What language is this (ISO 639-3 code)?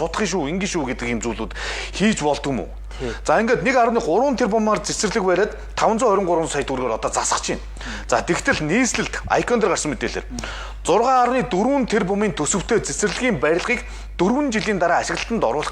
mon